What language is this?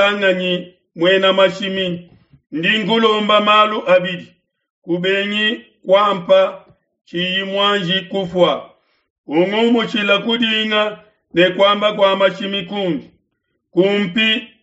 Luba-Lulua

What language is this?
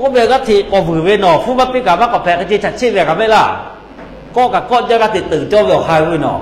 Lahu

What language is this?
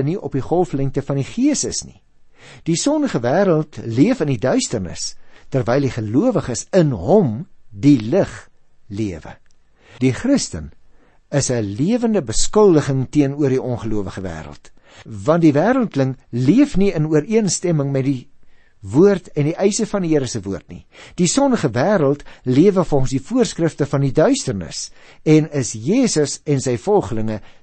Afrikaans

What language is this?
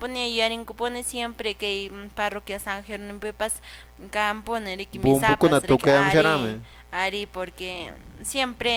Quechua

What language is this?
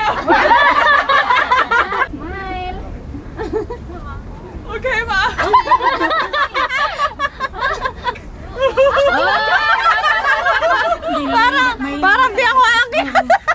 Filipino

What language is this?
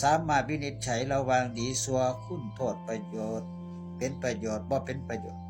Northeastern Thai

